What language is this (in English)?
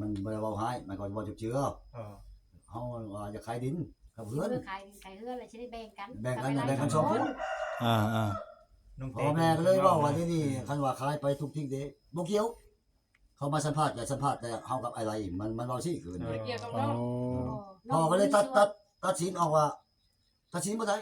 Northeastern Thai